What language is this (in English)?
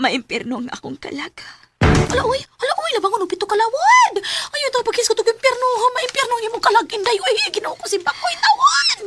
Cebuano